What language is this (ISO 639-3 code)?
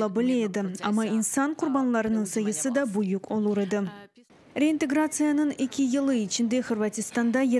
crh